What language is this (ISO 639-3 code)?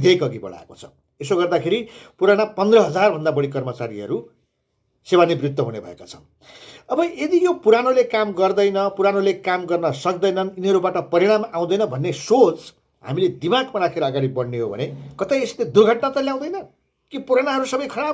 nep